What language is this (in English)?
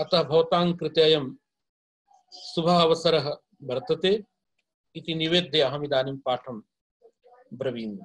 Sanskrit